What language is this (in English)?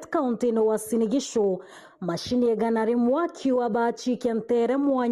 Meru